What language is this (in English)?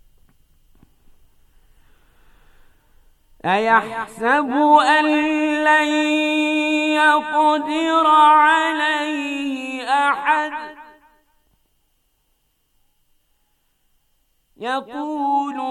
Bosnian